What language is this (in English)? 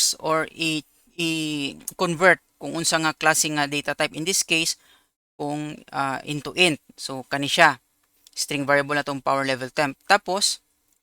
Cebuano